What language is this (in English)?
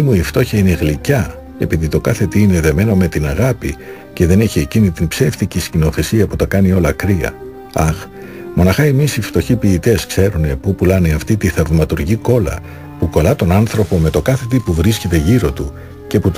Greek